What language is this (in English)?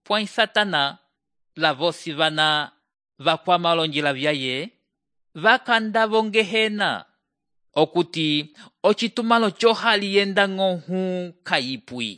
Umbundu